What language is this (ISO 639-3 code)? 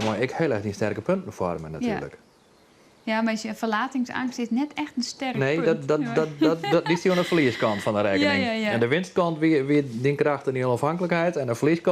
fry